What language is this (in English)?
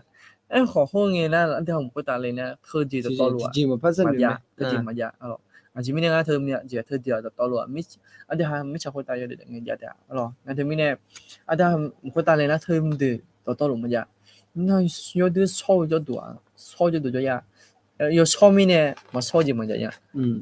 Akha